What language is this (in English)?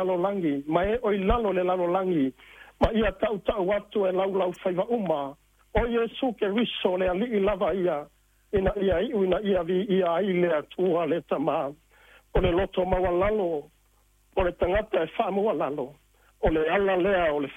Samoan